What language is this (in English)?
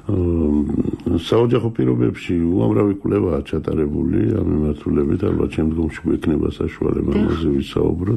Georgian